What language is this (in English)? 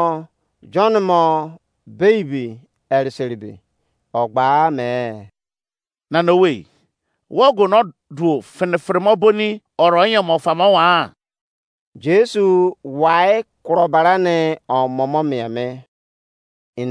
Izon